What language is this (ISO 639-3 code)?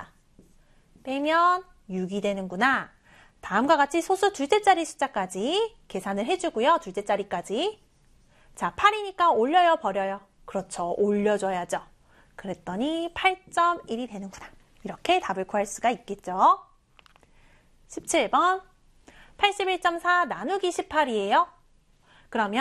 kor